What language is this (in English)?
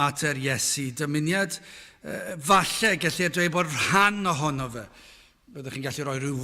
Welsh